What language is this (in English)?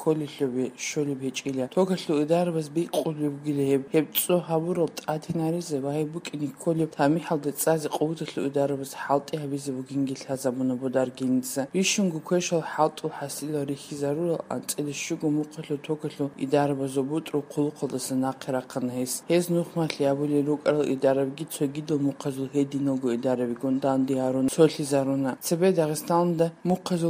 Avaric